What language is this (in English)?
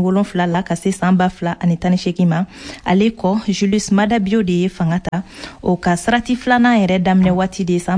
Bambara